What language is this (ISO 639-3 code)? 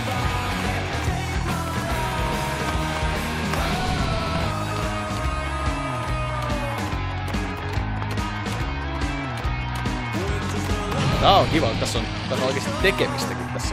fin